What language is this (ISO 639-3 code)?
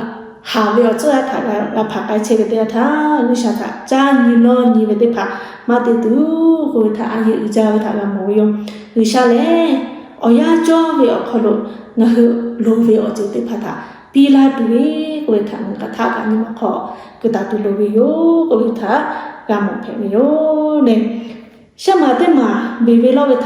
lhu